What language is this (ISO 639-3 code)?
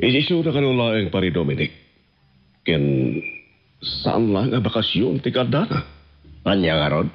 ilo